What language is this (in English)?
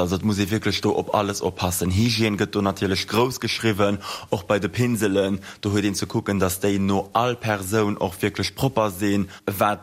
Luxembourgish